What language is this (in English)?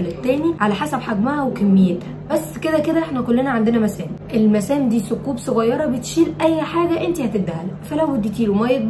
Egyptian Arabic